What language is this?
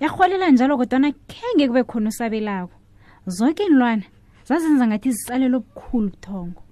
South Ndebele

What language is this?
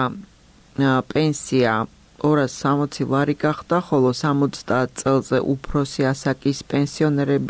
Georgian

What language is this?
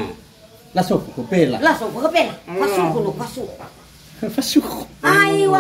Nias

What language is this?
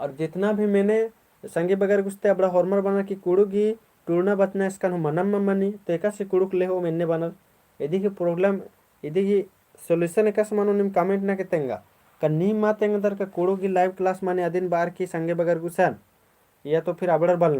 Kurukh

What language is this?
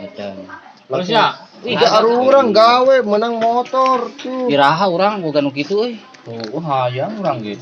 Sundanese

